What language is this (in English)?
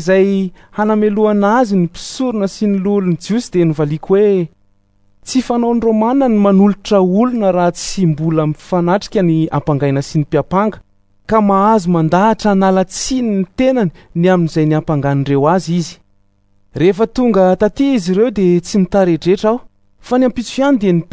Malagasy